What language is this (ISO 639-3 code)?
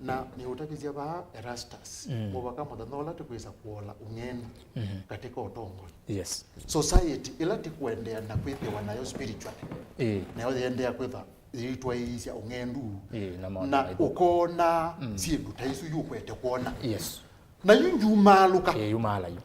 kam